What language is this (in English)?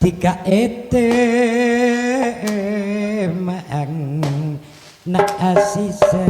Madurese